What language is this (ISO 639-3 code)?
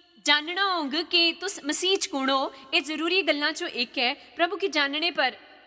doi